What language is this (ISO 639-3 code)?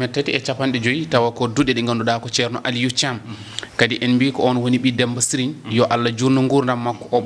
ful